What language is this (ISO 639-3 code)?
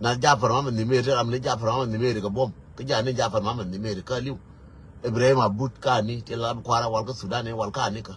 nus